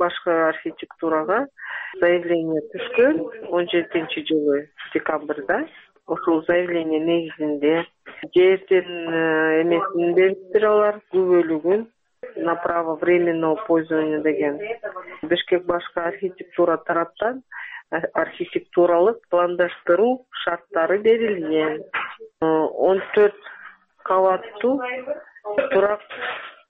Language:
Kyrgyz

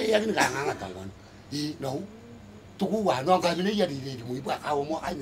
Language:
Gilbertese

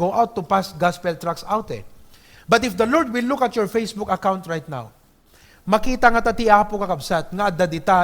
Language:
Iloko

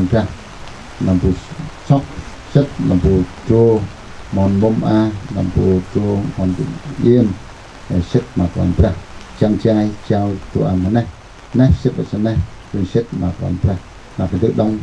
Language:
Central Mnong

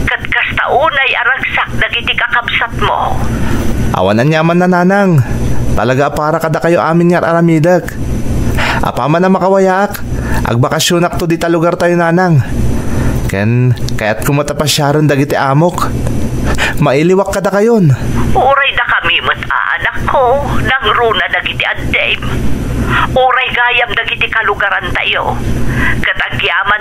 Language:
Iloko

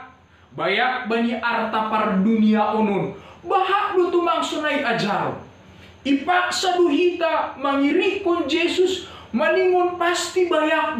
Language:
Batak Simalungun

